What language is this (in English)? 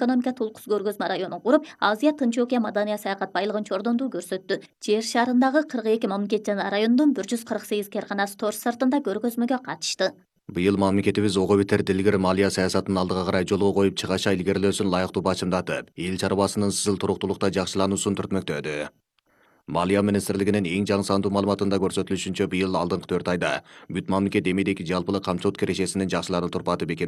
Kyrgyz